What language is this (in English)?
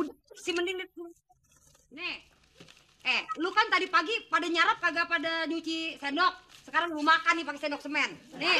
Betawi